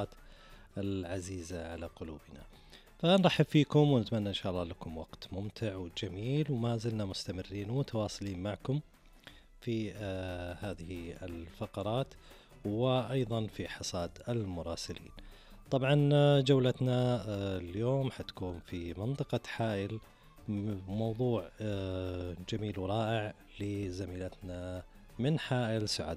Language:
Najdi Arabic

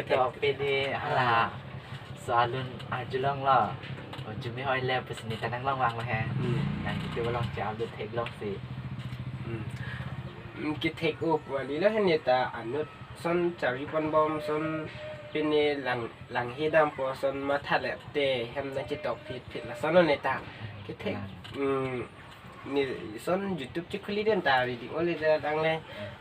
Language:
Karbi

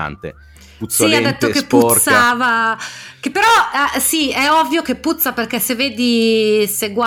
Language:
Italian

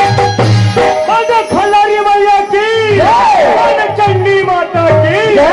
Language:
Chhattisgarhi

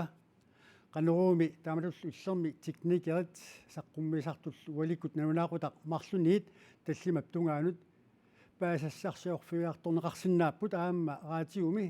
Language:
Kalaallisut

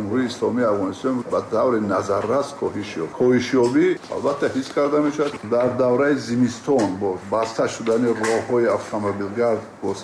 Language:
Tajik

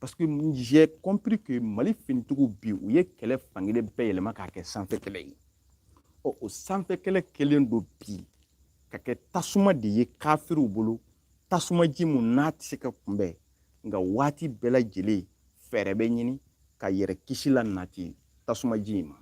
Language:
Bambara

